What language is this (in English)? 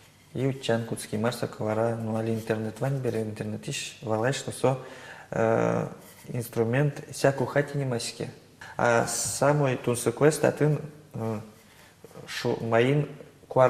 Udmurt